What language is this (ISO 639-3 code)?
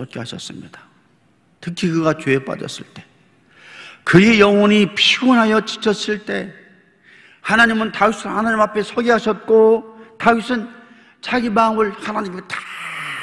kor